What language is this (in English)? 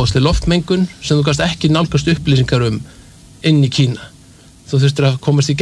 Icelandic